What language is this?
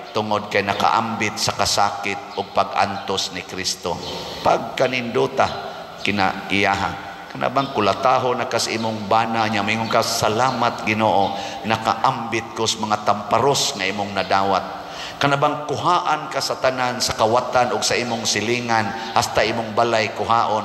Cebuano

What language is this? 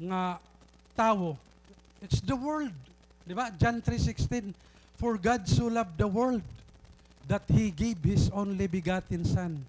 Waray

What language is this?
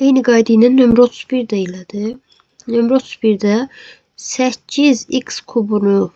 Azerbaijani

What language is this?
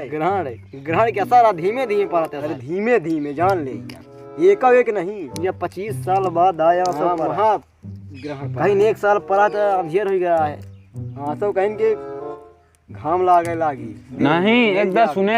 Awadhi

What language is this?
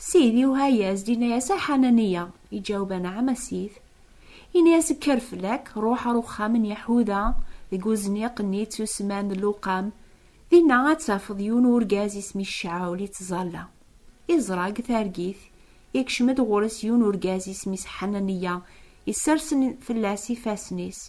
Kabyle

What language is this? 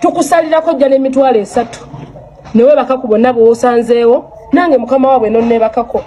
Ganda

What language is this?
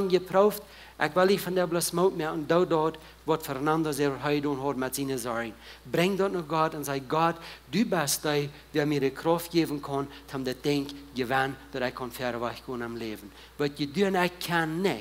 Plautdietsch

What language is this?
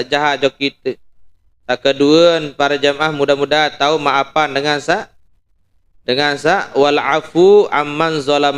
Sasak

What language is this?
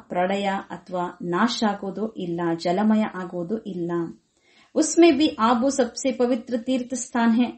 Kannada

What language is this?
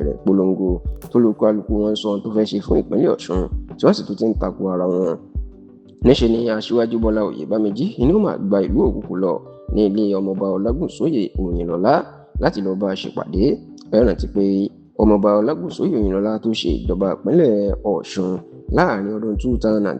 Yoruba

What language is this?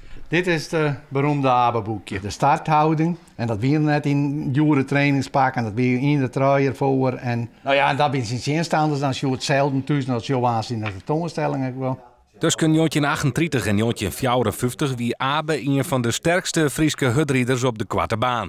Western Frisian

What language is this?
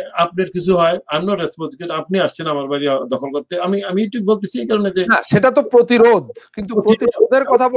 Bangla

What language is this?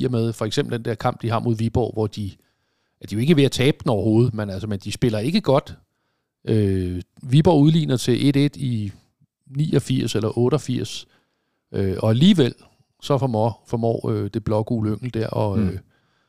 Danish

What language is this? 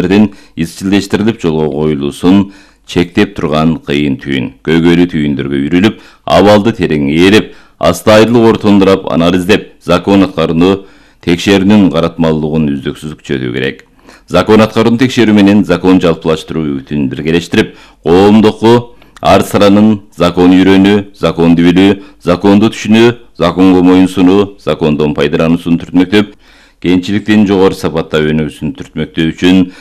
Kyrgyz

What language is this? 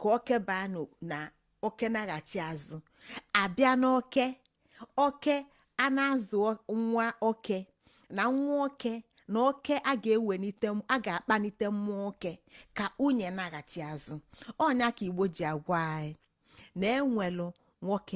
Igbo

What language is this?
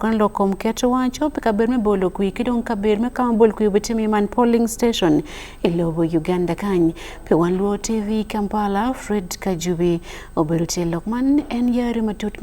Acoli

